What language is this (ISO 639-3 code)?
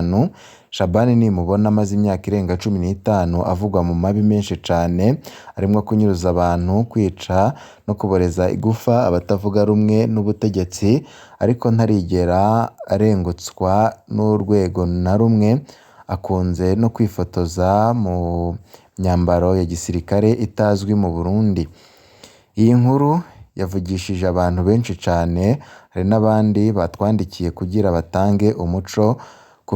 run